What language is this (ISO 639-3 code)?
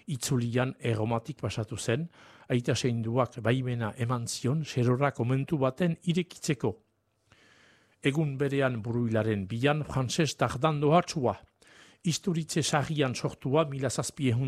eus